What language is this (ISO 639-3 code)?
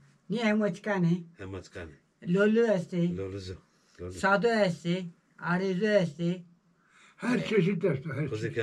zza